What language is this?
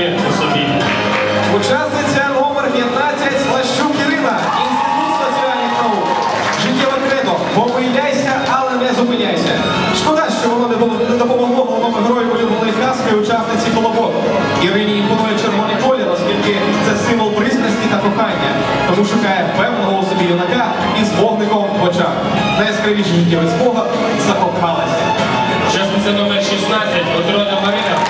Ukrainian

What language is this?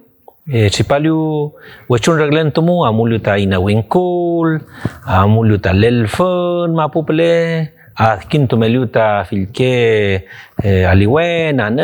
Mapuche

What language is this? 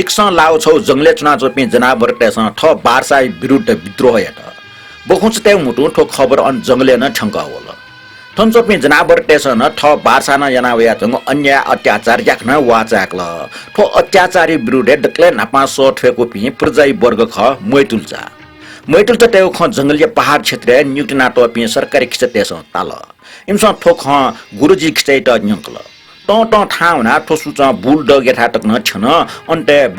Newari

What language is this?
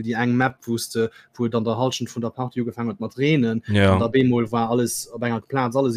Luxembourgish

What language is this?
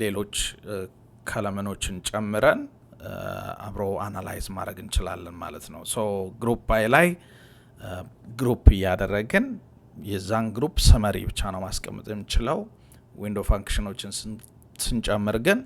Amharic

